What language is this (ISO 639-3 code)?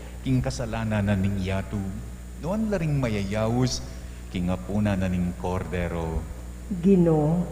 pam